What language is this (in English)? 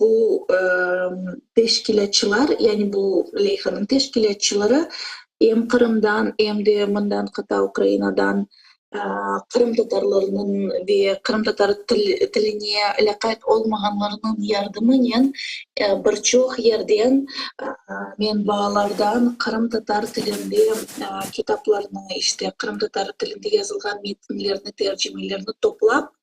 Crimean Tatar